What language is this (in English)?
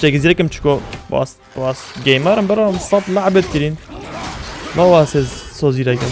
Kurdish